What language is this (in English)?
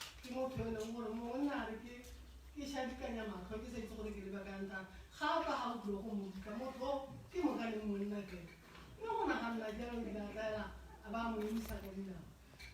Tswana